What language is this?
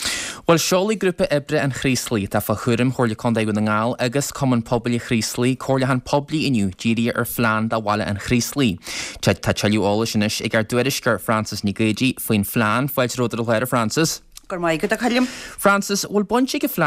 Irish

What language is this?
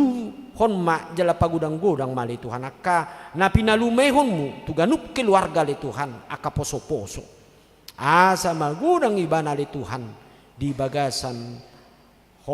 Batak Toba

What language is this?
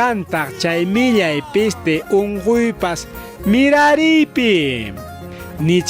Ayacucho Quechua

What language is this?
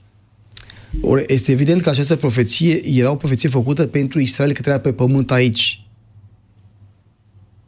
Romanian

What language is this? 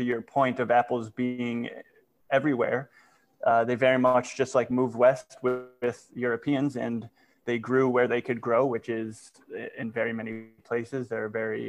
English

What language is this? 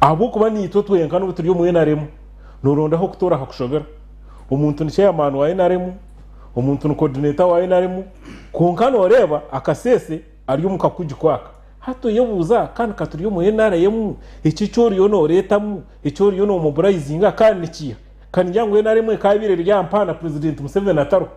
Nyankole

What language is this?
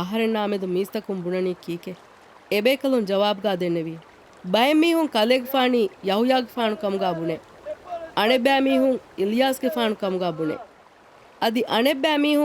Divehi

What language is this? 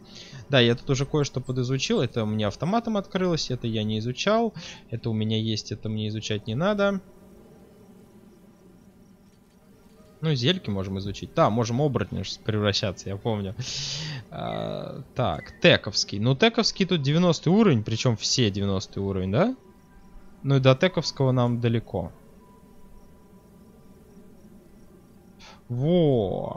Russian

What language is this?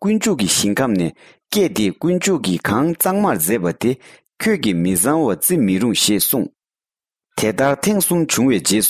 Tibetan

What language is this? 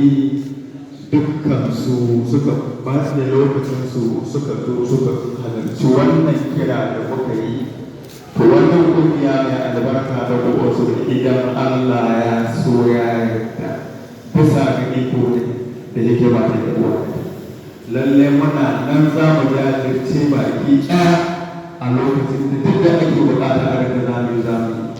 Hausa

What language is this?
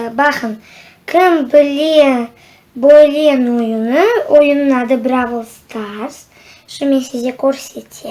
Crimean Tatar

